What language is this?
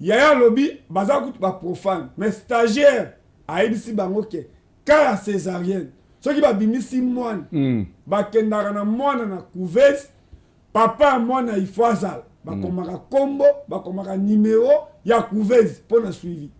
Lingala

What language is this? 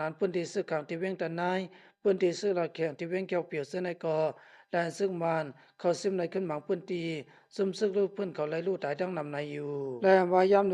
Shan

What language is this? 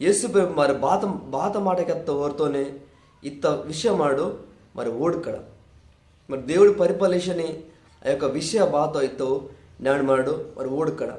Koya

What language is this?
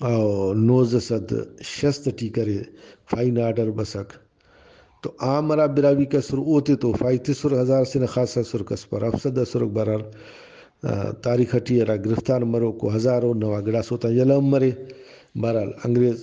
Brahui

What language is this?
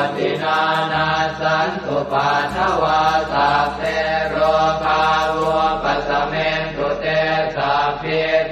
Pali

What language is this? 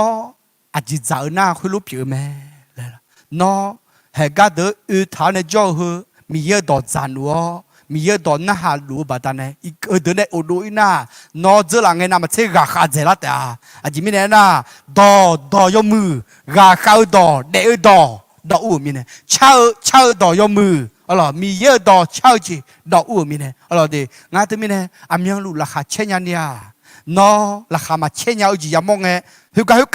Akha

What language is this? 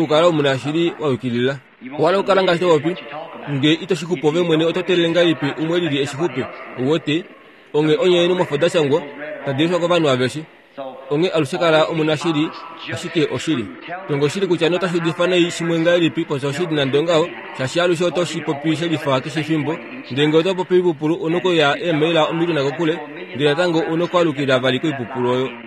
Kuanyama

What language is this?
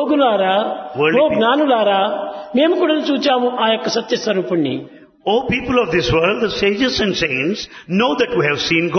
Telugu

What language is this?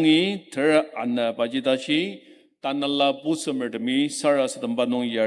Ao Naga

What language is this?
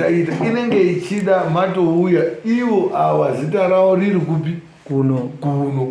Shona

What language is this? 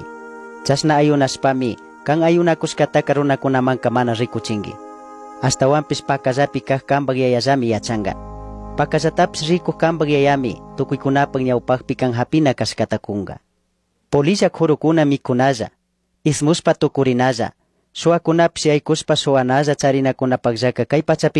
Chimborazo Highland Quichua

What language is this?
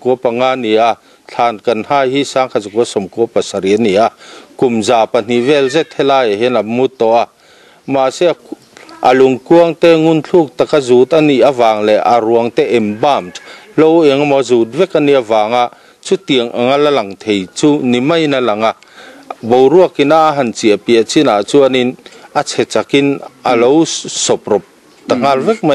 Mizo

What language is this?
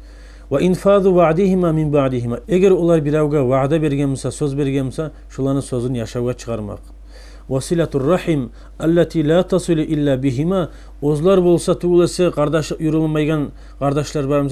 Kumyk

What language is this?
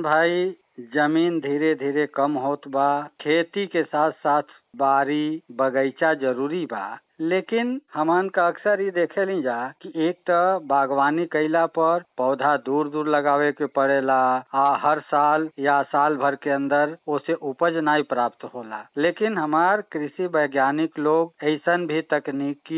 Bhojpuri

